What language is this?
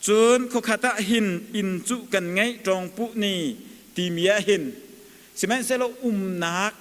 Hakha Chin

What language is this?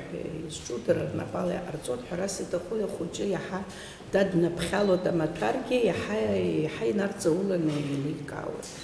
Abkhazian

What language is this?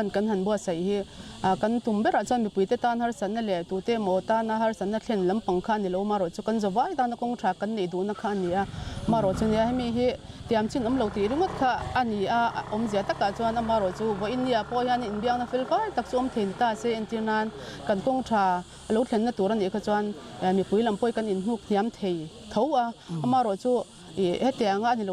Mizo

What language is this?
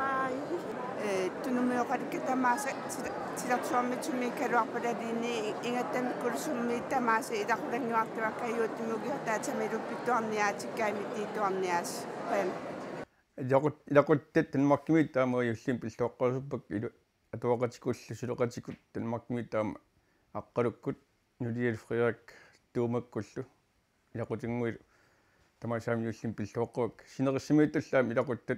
Kalaallisut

